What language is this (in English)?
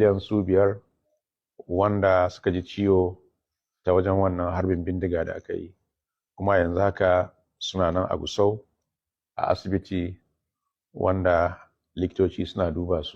Hausa